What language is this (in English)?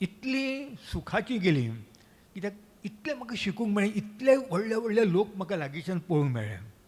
Konkani